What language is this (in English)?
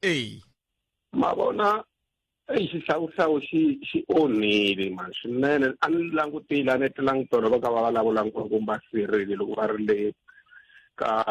Tsonga